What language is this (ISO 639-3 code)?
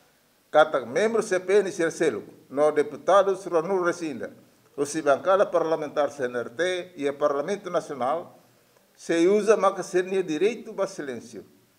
tet